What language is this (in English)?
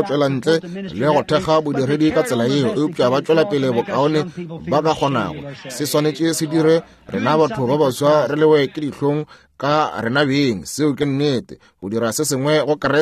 Northern Sotho